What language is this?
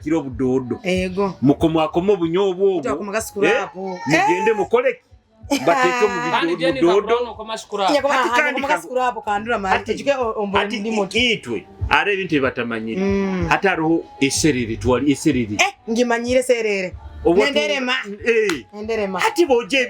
Nyoro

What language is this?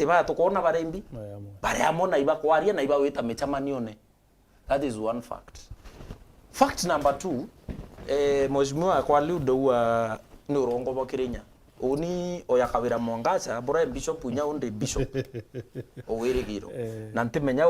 Meru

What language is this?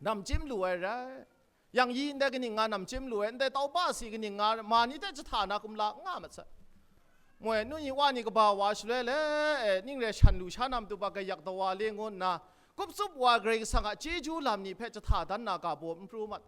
Kachin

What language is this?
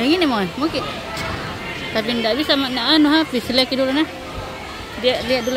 Indonesian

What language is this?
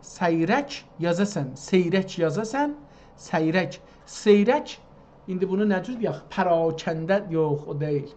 South Azerbaijani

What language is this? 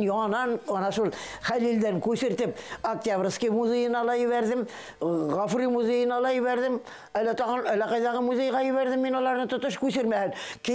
Bashkir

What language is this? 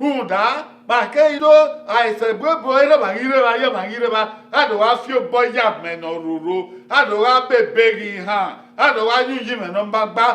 Bini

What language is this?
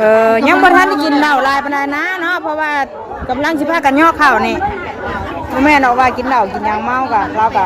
Northeastern Thai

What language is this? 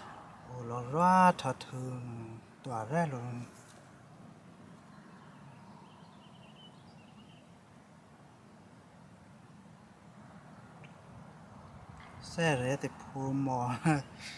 Vietnamese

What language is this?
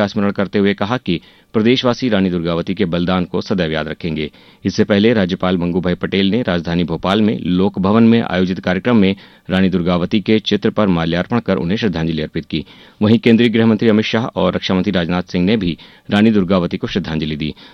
Hindi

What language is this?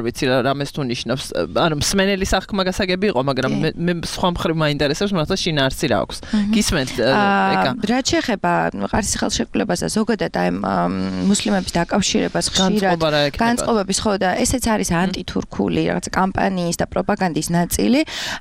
Georgian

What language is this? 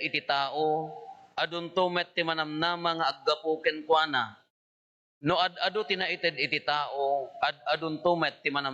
Iloko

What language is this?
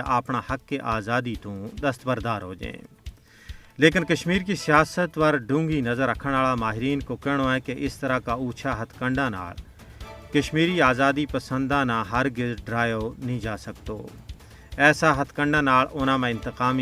Gujari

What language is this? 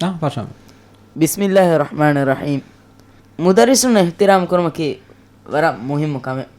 Divehi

